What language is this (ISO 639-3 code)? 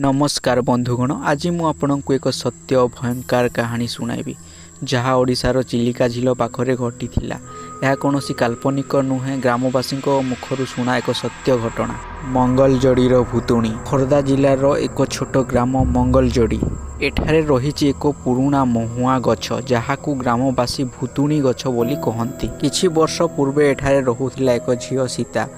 ori